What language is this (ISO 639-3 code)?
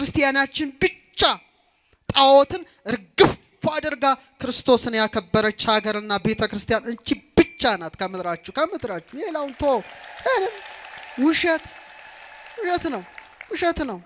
amh